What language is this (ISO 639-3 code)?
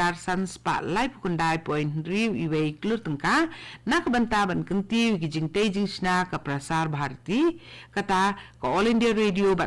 kha